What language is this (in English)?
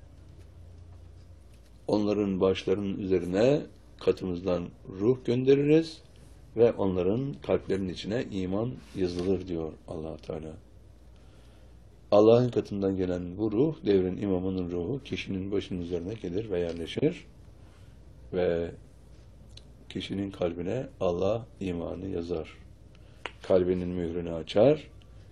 Turkish